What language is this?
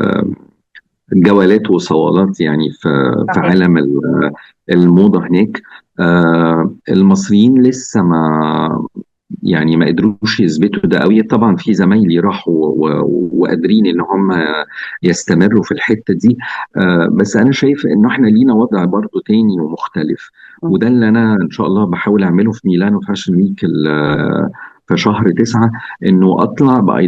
Egyptian Arabic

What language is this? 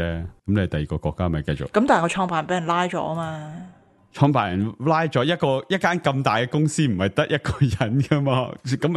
Cantonese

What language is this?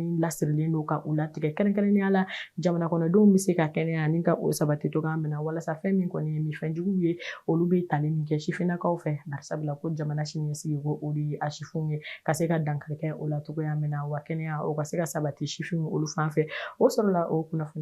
Bambara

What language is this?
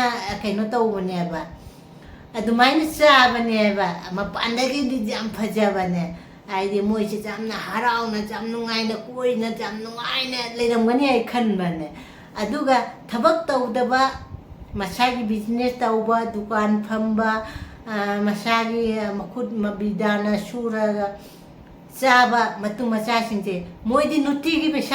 Manipuri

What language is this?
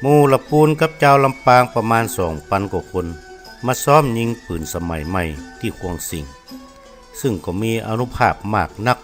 Northern Thai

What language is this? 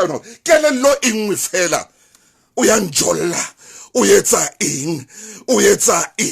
Southern Sotho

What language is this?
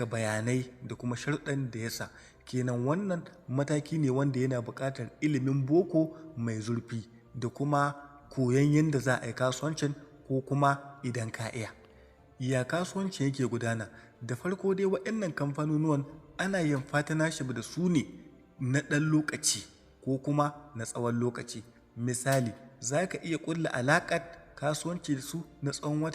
Hausa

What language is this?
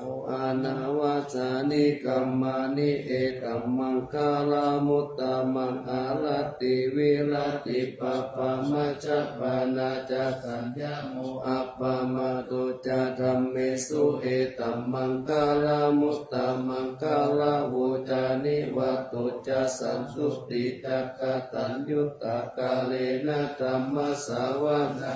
Pali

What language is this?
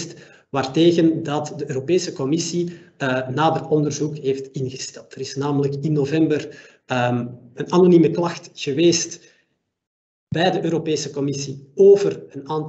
Dutch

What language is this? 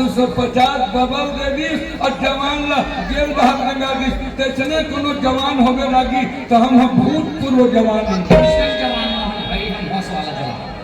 Chhattisgarhi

